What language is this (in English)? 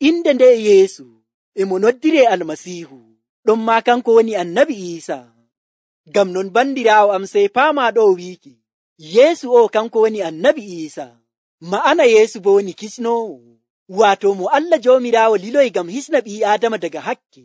Nigerian Fulfulde